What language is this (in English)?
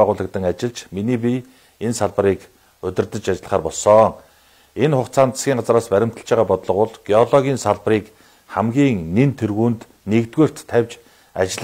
Mongolian